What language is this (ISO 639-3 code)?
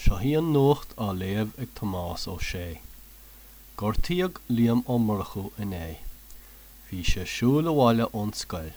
gle